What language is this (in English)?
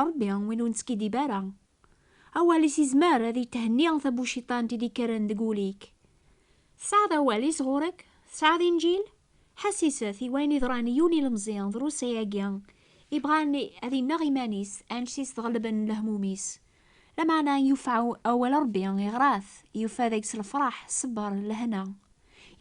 Kabyle